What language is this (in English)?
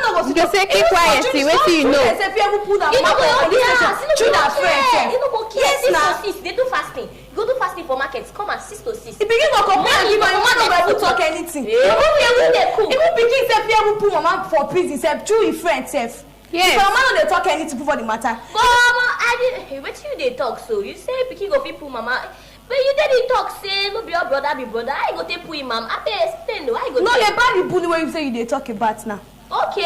Nigerian Pidgin